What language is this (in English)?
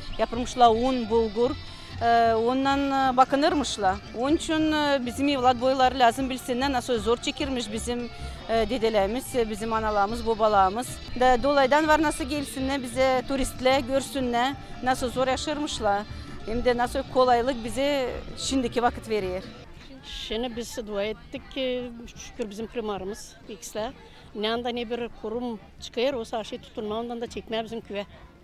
Gagauz